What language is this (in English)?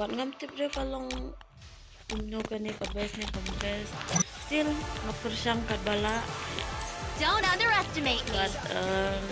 Khasi